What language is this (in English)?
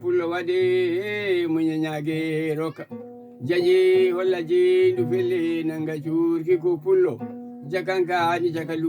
Fula